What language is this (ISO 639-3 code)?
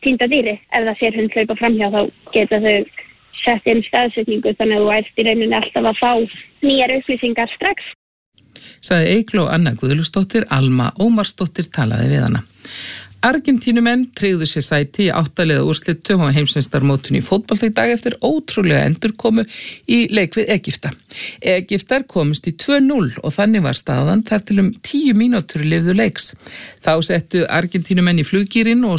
isl